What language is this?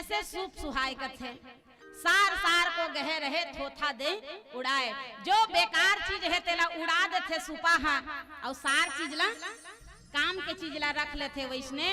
Chhattisgarhi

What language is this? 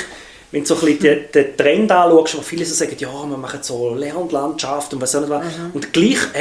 German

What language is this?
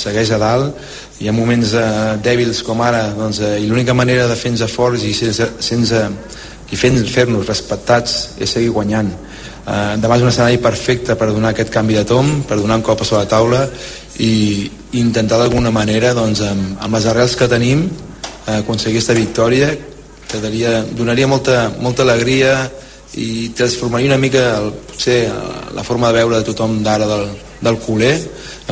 Catalan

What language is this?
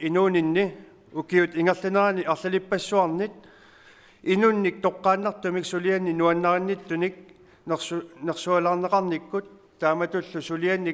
Kalaallisut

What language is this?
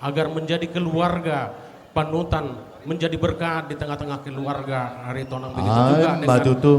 Batak Toba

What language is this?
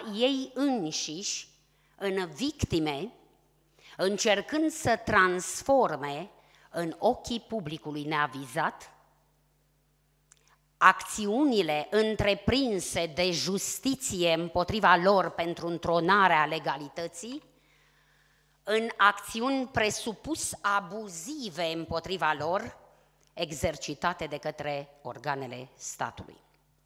Romanian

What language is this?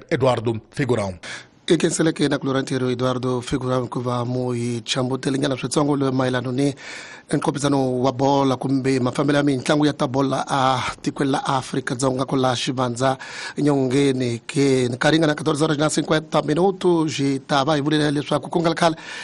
Tsonga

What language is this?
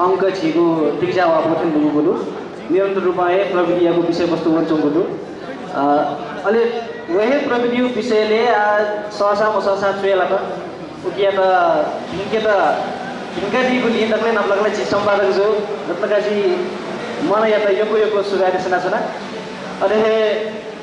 Newari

